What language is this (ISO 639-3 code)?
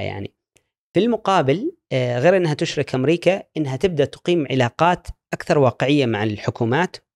afb